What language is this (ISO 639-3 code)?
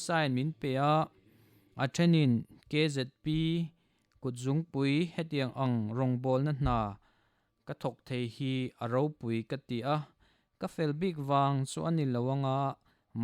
lus